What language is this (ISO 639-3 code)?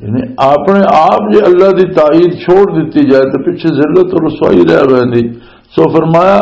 lah